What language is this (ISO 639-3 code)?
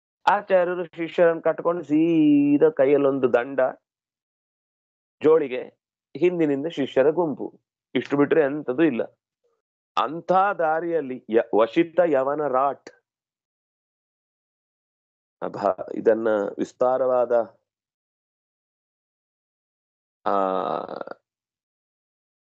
kan